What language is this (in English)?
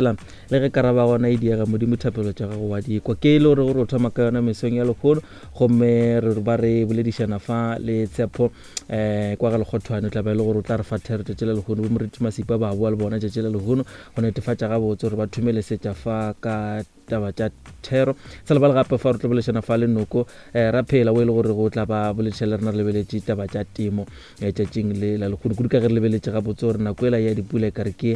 Northern Sotho